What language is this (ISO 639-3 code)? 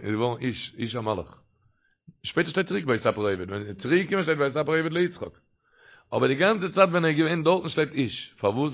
yid